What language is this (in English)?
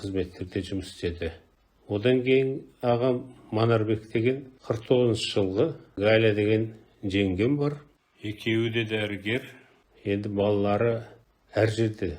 Kazakh